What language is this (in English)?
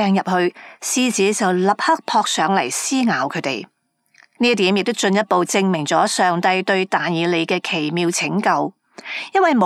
Cantonese